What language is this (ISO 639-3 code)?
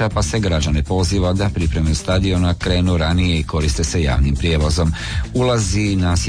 hrv